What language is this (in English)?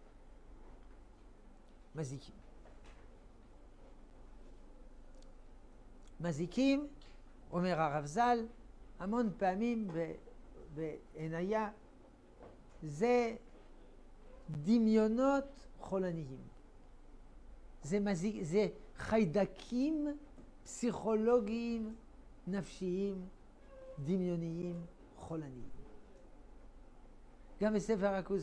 Hebrew